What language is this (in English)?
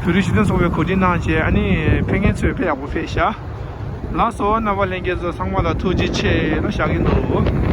Tibetan